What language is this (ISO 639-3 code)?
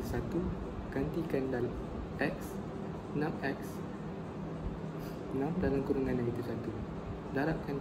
msa